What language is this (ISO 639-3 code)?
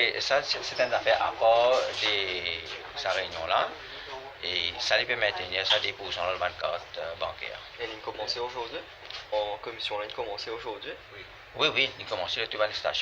mfe